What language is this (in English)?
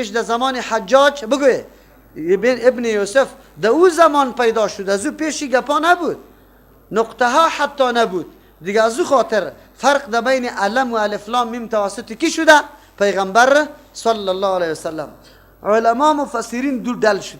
Persian